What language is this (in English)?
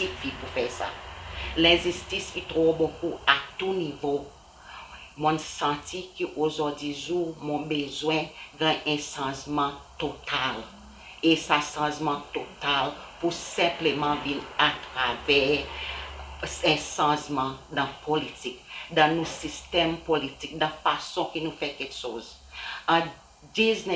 Seselwa Creole French